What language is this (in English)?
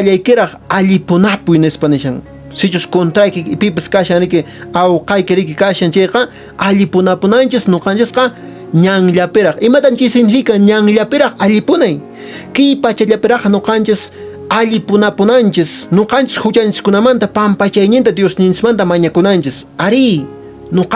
Quechua